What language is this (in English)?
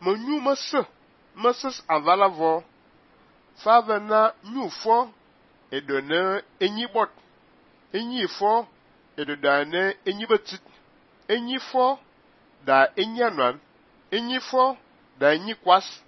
Fang